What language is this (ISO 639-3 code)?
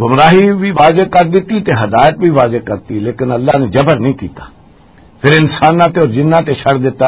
lah